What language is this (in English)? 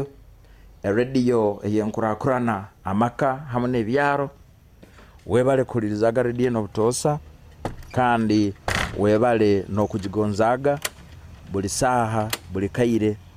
Nyoro